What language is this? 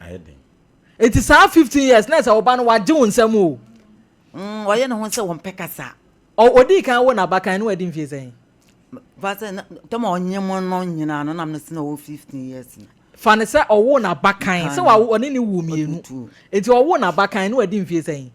Akan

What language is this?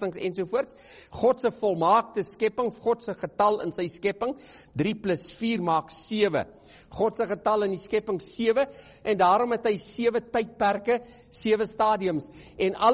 Afrikaans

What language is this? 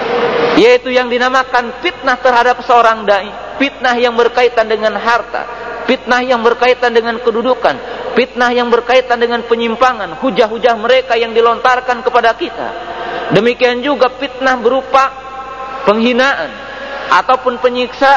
Indonesian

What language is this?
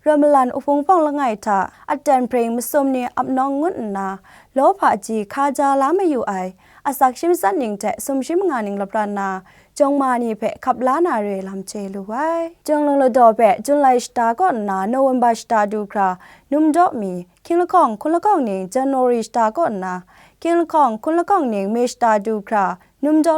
Kachin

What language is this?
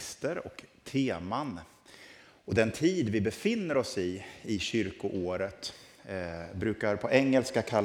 Swedish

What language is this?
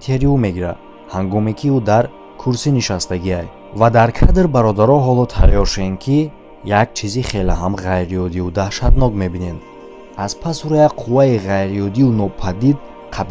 Tajik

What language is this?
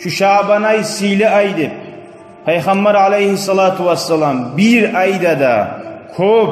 Kumyk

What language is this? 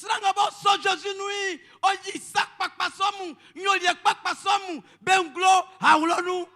Baoulé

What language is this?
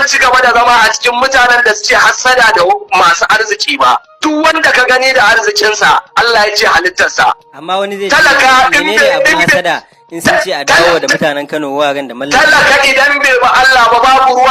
Hausa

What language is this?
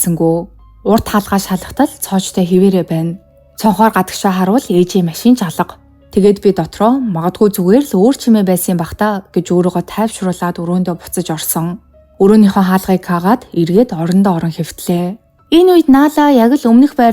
Mongolian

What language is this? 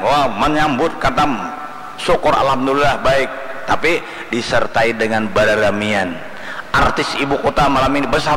Banjar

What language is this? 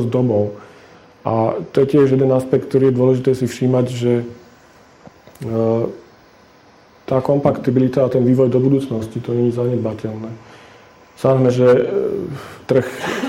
Slovak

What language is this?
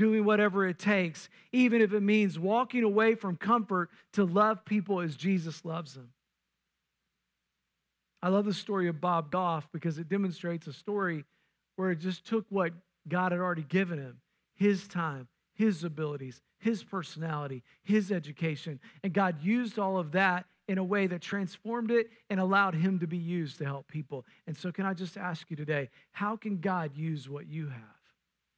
English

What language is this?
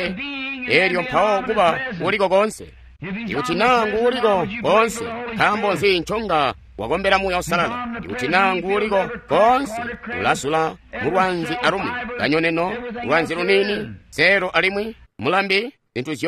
Tonga (Zambia)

